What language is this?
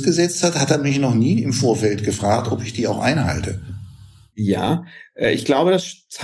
German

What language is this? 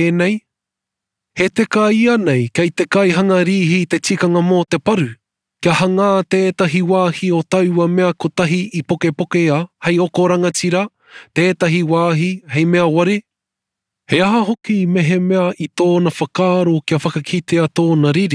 Māori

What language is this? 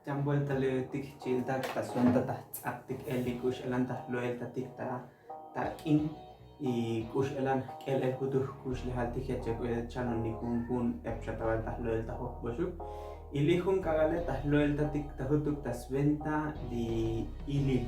Tzotzil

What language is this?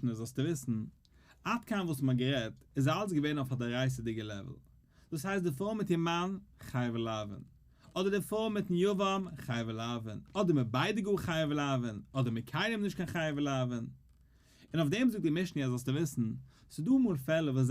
Yiddish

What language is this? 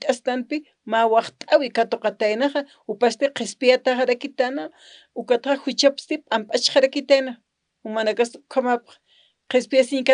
Aymara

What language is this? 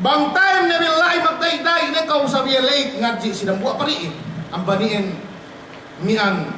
Yakan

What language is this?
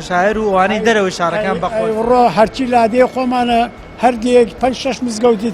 Central Kurdish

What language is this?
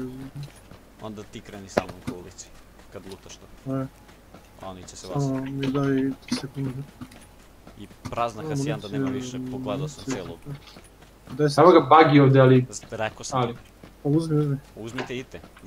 Croatian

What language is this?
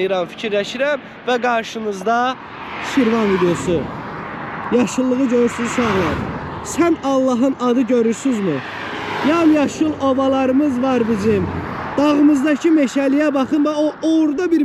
Azerbaijani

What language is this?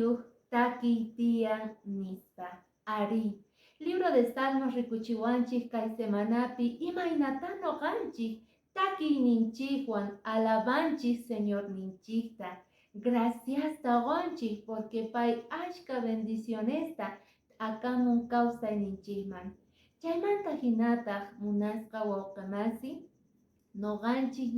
Quechua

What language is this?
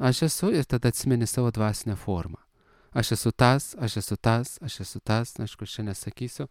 Lithuanian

